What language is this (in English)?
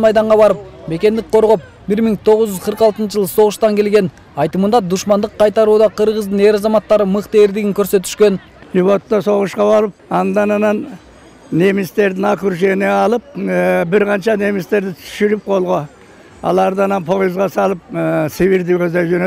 Kyrgyz